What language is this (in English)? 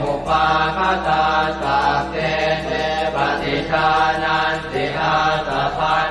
Pali